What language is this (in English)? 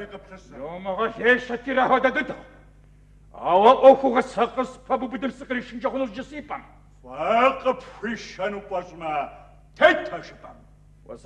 Kabardian